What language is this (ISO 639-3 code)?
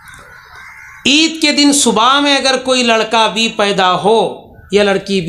urd